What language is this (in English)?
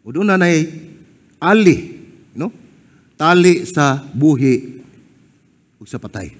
Cebuano